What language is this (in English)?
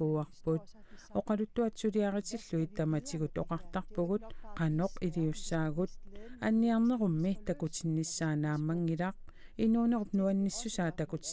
Kalaallisut